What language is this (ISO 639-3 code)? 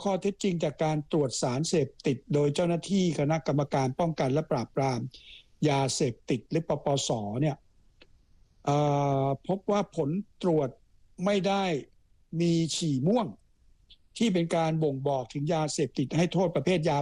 tha